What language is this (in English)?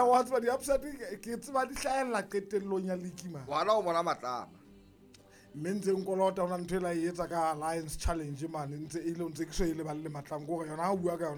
Southern Sotho